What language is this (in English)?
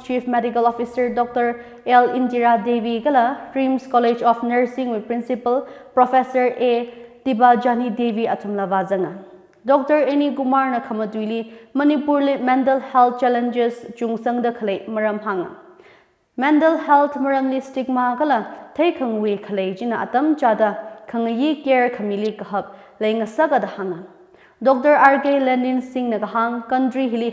Tangkhul Naga (India)